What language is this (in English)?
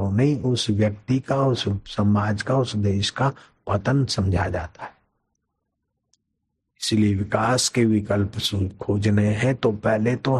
Hindi